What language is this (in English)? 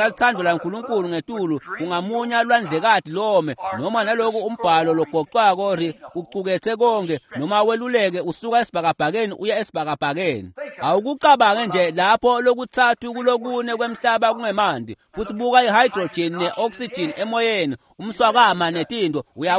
Swati